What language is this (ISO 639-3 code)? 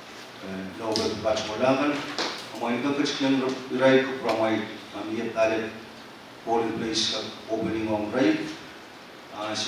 pon